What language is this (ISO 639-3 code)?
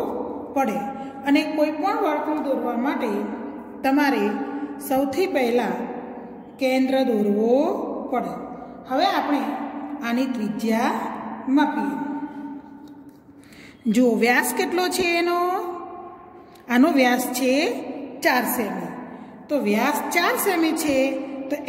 guj